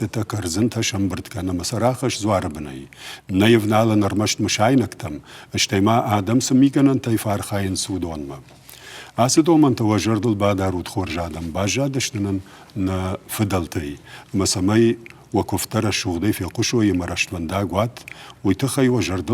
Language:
Ossetic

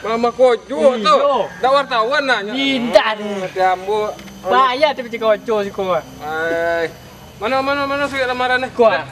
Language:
Minangkabau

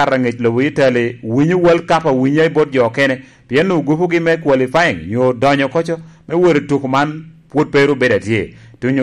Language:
Lango (Uganda)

